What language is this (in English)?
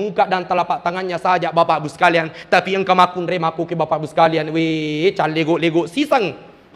Buginese